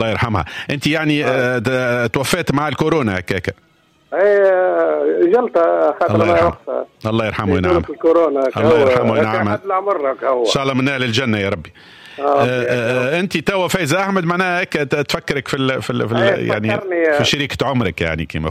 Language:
Tunisian Arabic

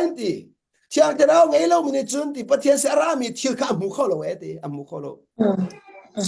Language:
Hakha Chin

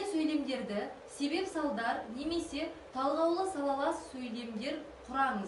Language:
Kazakh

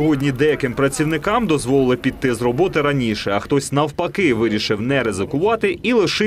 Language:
Ukrainian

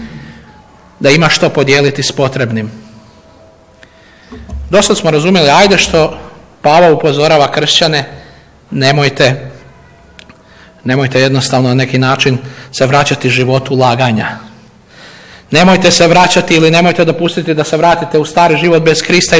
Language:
Croatian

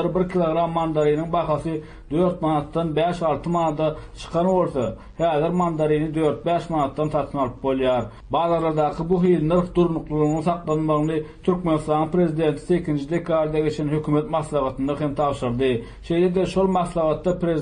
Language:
Turkmen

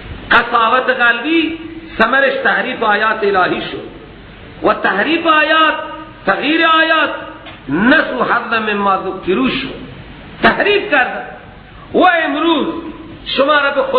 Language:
Persian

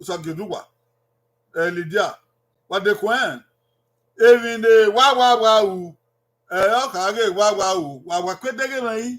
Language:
Bini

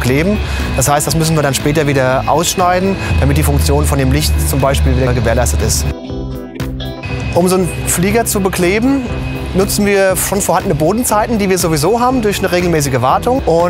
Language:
German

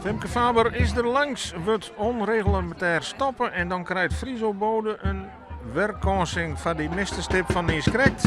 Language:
Western Frisian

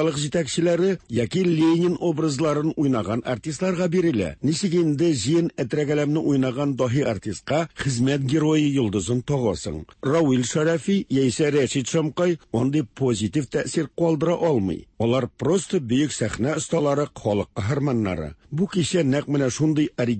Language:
Tatar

